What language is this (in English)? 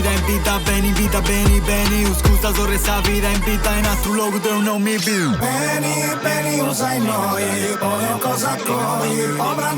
Sardinian